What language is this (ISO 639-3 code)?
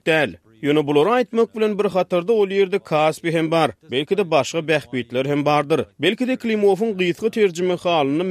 tuk